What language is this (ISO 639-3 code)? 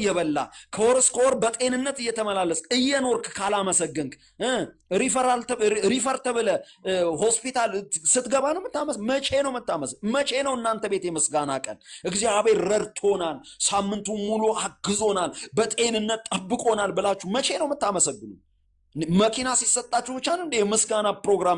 amh